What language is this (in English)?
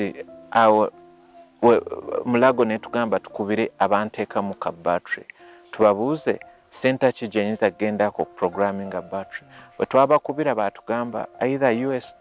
Ganda